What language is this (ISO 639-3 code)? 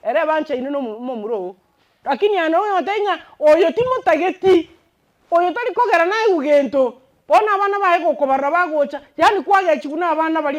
guz